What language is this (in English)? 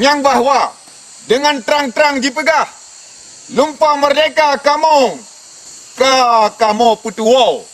Achinese